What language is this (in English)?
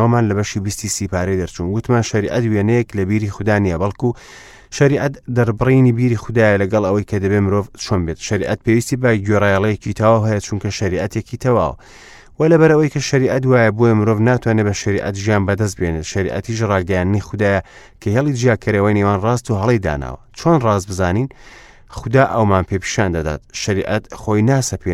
Central Kurdish